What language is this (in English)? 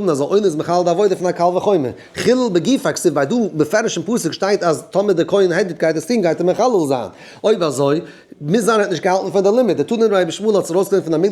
Yiddish